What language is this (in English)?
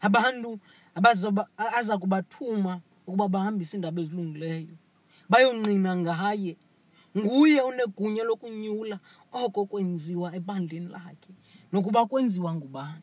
Xhosa